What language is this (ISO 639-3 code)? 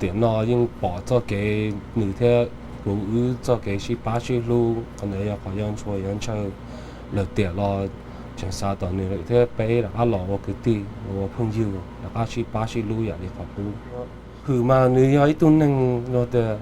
hmn